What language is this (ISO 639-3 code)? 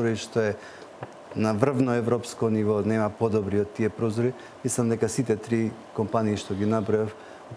mkd